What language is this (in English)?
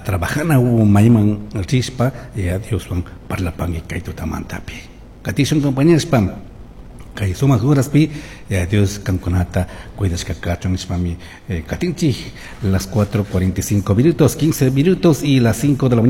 Chimborazo Highland Quichua